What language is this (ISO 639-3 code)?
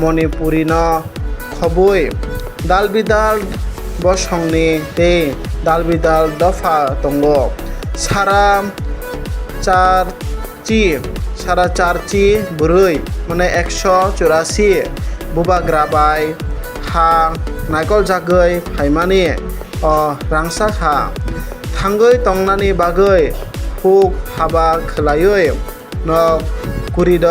trp